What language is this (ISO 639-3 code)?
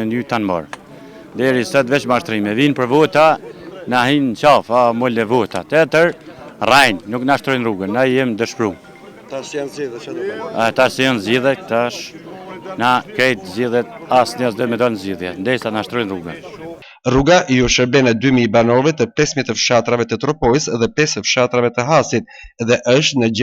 sqi